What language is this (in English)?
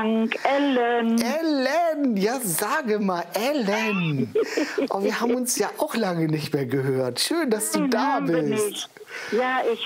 German